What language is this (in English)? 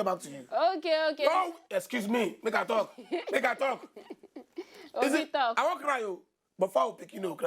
Nigerian Pidgin